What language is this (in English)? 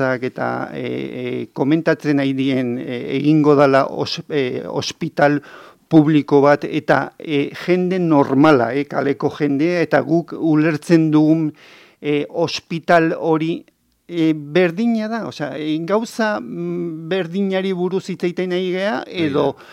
Basque